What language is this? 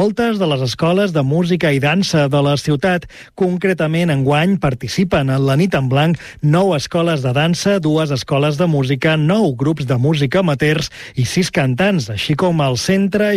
Catalan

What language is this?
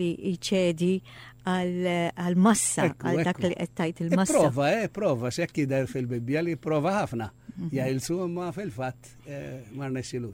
Maltese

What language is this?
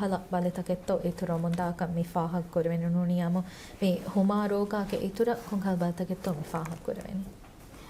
Divehi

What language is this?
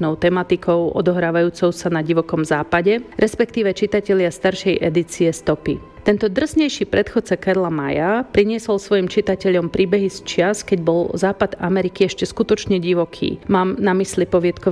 Slovak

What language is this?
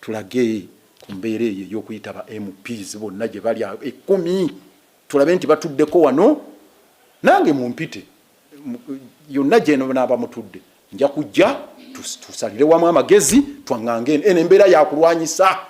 Ganda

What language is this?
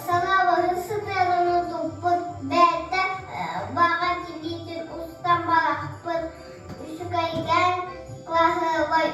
Yakut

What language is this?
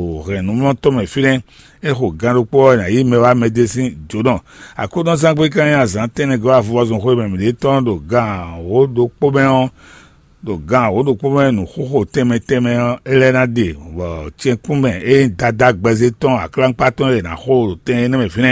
Fon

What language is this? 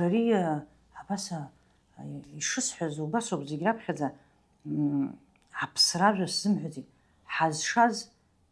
Abkhazian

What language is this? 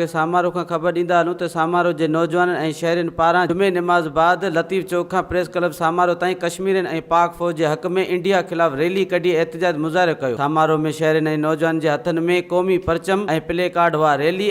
Sindhi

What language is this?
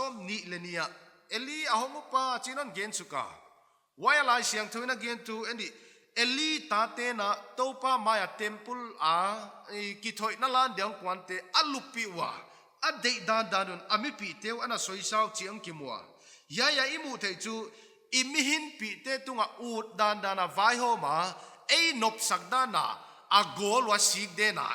Paite Chin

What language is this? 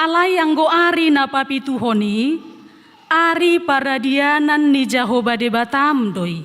Batak Toba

